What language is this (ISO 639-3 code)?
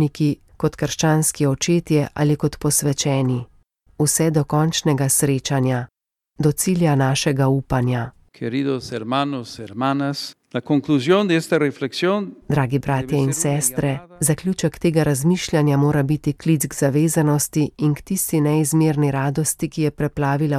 slv